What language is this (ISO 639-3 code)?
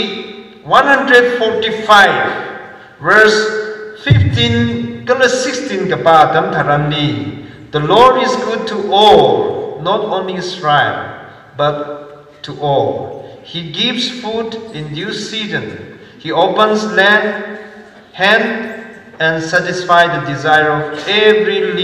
nmf